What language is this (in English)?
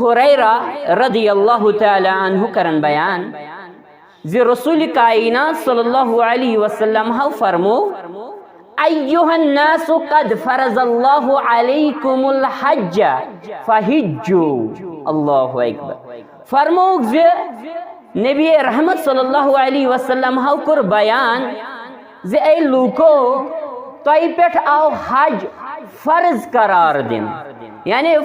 Kashmiri